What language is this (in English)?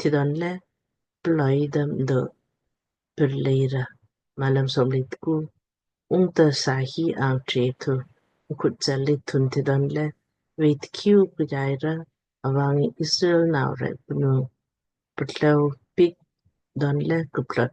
Lamkang